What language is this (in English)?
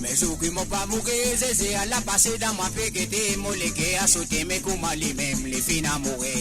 Morisyen